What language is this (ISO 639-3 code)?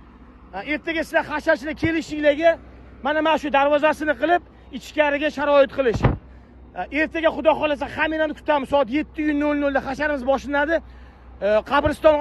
uzb